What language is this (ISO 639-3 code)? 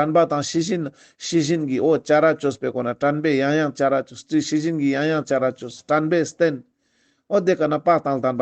lbj